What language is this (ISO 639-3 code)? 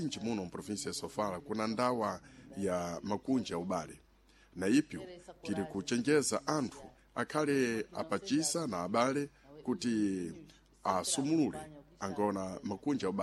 seh